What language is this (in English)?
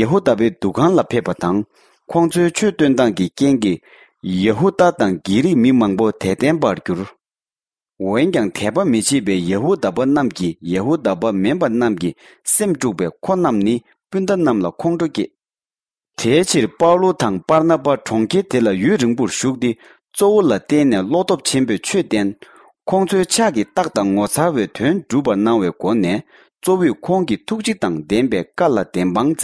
Tibetan